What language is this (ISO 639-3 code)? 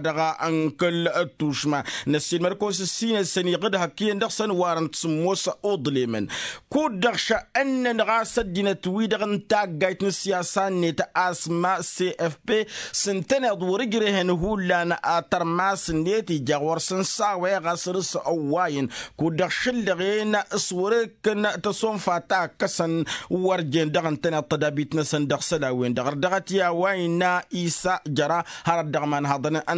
taq